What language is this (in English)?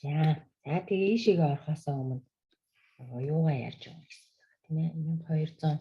Mongolian